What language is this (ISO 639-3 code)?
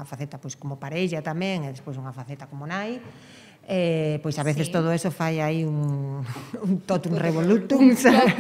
glg